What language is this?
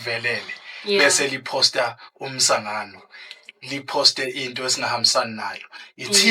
Zulu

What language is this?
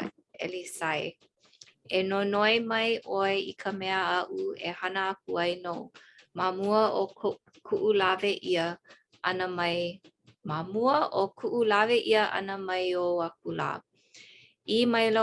Hawaiian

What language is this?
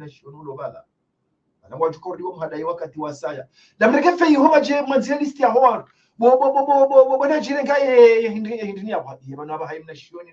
Ngazidja Comorian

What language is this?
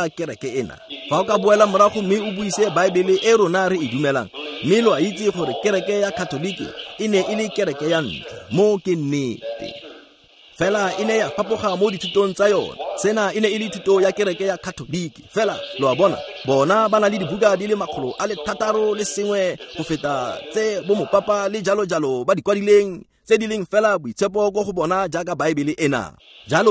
Tswana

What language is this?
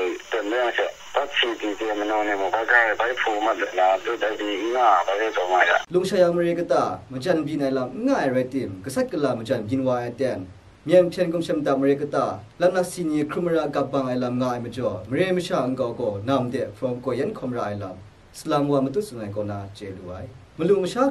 Kachin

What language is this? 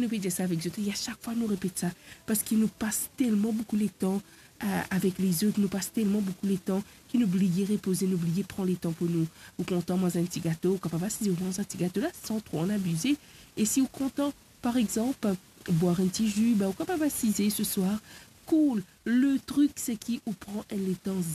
Morisyen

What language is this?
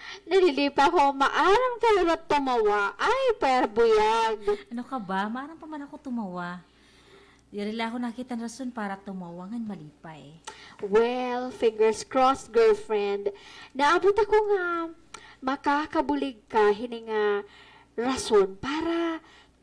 Waray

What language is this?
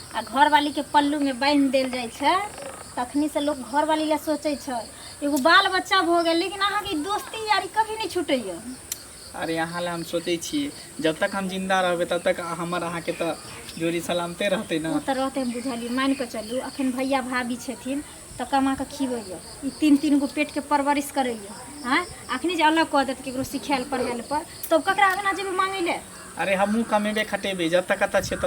Maithili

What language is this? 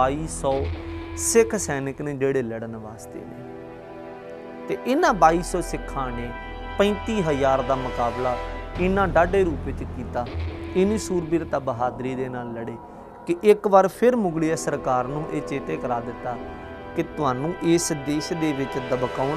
Punjabi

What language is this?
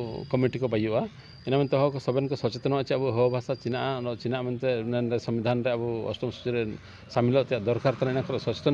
Santali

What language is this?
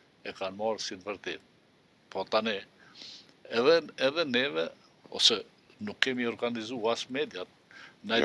Albanian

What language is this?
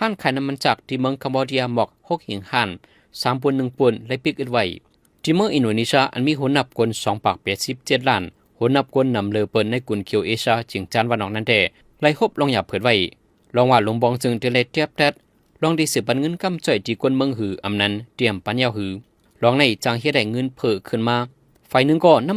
Shan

